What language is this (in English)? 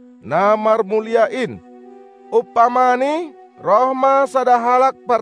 Batak Simalungun